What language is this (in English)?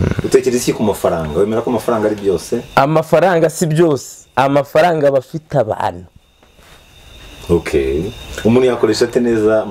Kinyarwanda